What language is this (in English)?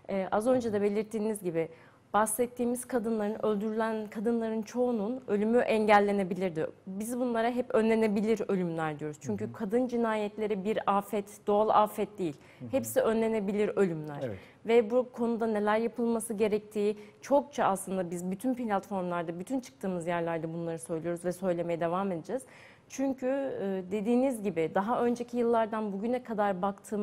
Turkish